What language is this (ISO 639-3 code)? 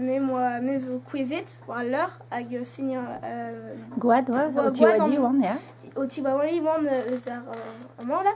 bre